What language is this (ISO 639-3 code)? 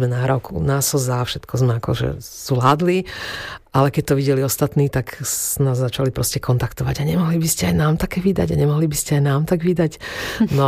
slk